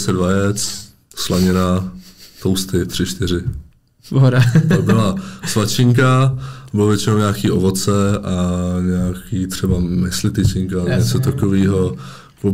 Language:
Czech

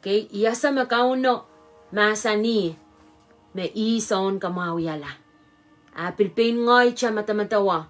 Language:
Pohnpeian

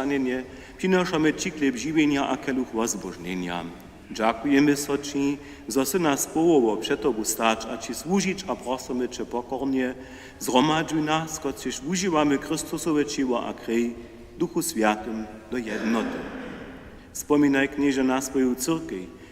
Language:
Upper Sorbian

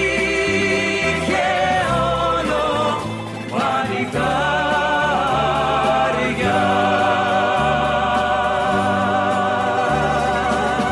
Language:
Greek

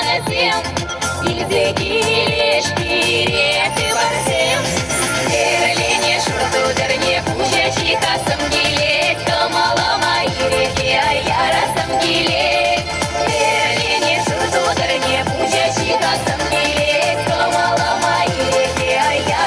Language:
Chuvash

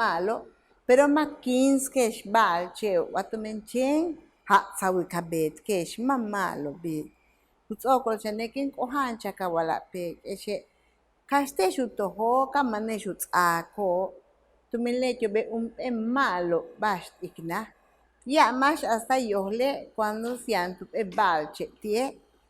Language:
Yucateco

